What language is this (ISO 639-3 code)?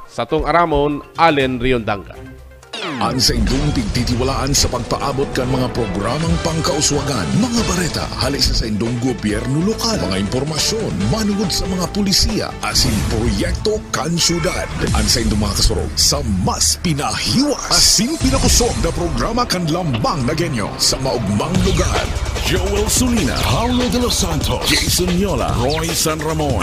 bik